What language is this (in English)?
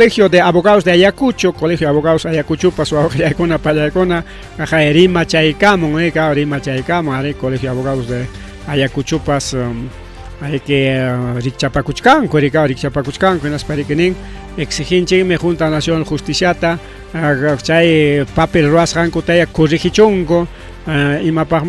Ayacucho Quechua